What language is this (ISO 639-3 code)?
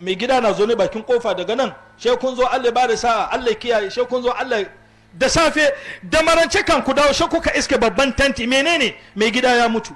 hau